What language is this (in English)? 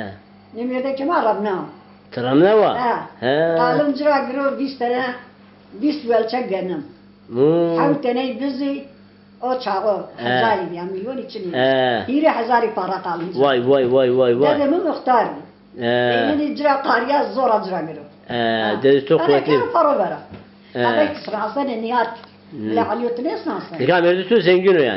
Zaza